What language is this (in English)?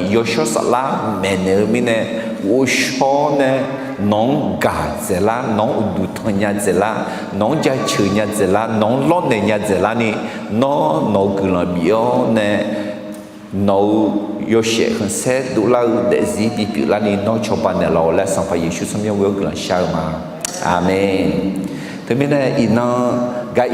Akha